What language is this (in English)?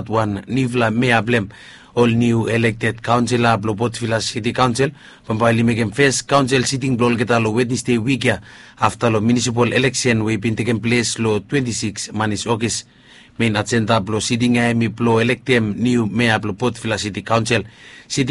Bislama